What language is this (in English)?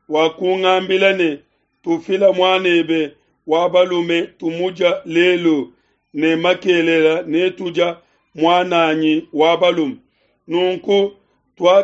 Luba-Lulua